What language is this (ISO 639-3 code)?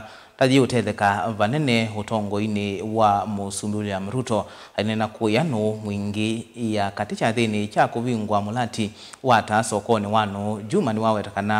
kam